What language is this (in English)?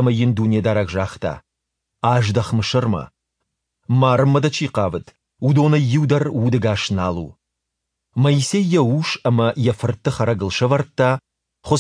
Ossetic